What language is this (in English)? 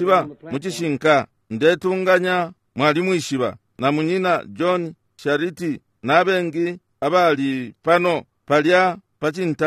Bemba